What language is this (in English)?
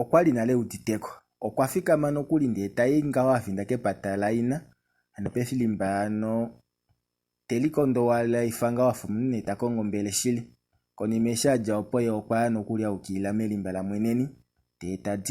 Kuanyama